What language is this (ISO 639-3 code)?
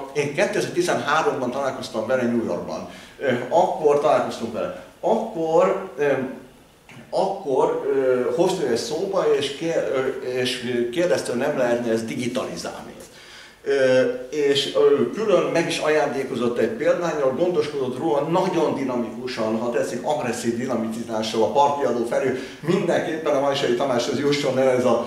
hun